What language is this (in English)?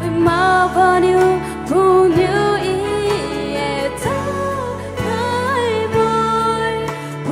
Poumei Naga